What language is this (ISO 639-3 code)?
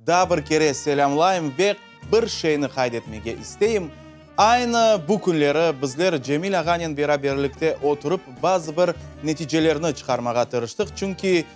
crh